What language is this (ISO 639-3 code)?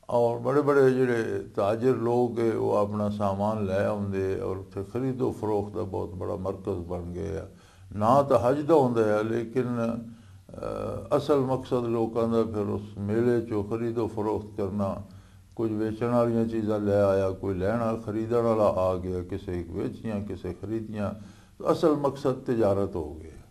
lah